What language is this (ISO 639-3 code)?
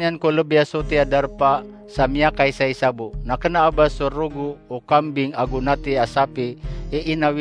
mrw